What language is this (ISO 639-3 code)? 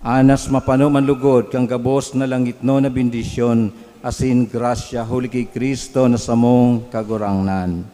bik